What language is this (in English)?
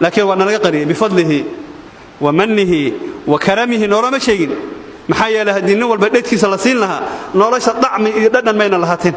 Somali